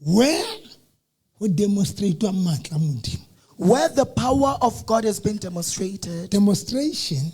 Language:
Southern Sotho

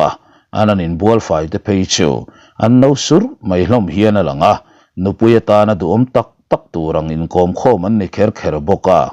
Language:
Mizo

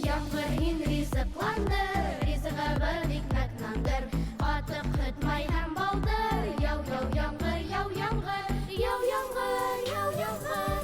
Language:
Bashkir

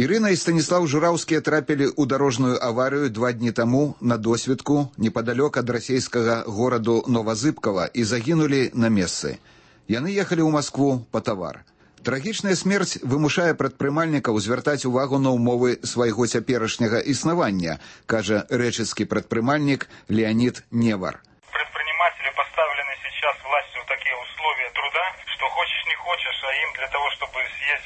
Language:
Belarusian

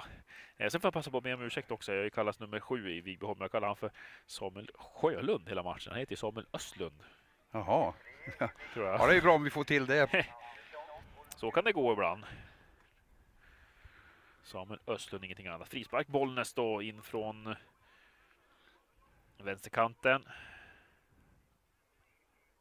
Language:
Swedish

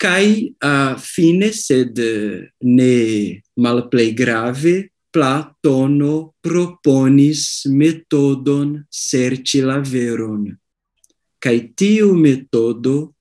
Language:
Esperanto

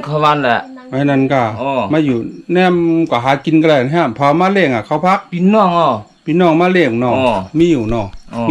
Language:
Shan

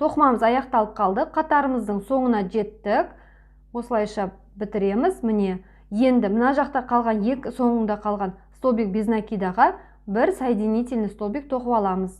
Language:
Kazakh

